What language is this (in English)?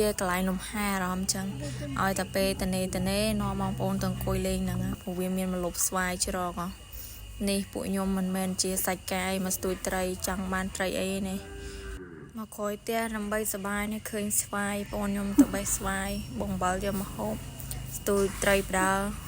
Khmer